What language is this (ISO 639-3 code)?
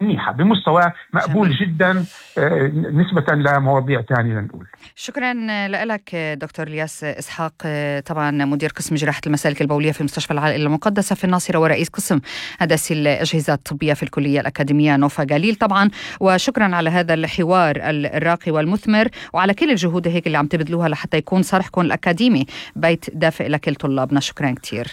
apc